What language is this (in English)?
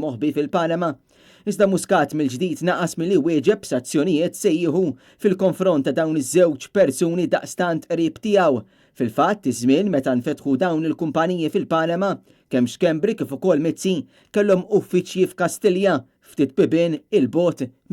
Maltese